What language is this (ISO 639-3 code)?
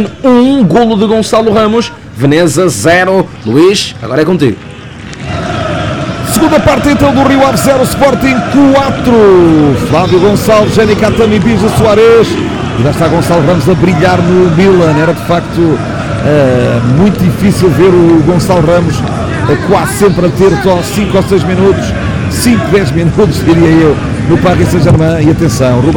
por